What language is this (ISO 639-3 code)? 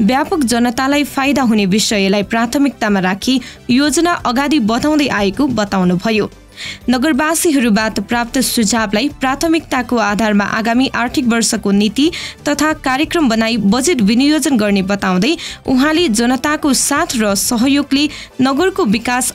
nep